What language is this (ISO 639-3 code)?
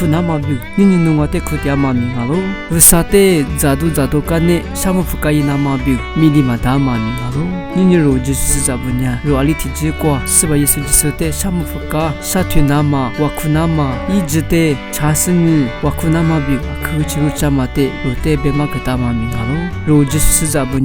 lis